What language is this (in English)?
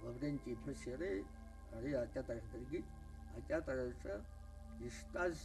Abkhazian